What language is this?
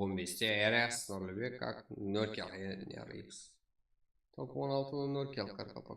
Kara-Kalpak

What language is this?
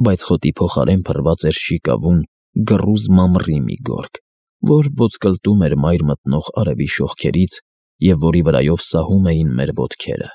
Armenian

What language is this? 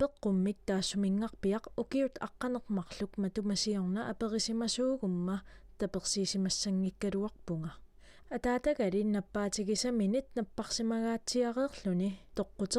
Kalaallisut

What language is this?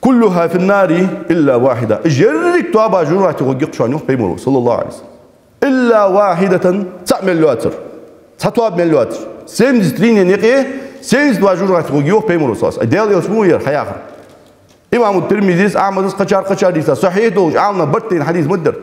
Ingush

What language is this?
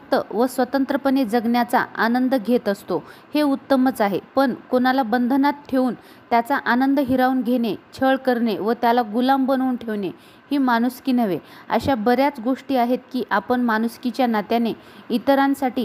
Marathi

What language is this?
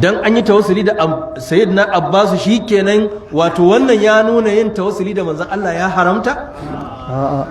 Hausa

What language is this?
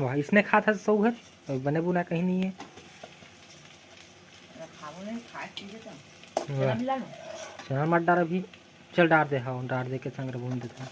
Chhattisgarhi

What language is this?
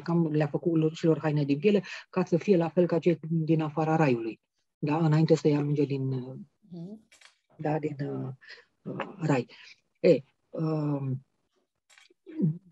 Romanian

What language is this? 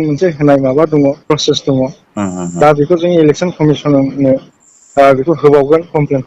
Bodo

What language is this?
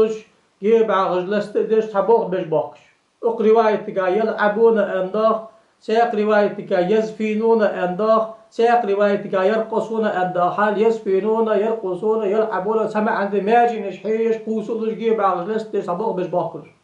Ingush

